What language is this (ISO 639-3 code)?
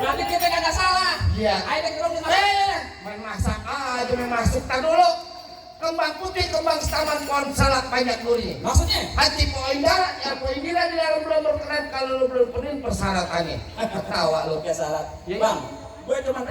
bew